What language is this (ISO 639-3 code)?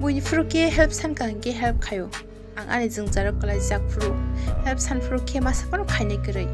trp